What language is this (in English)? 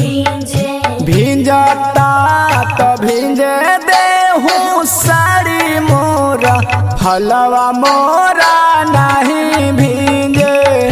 Bhojpuri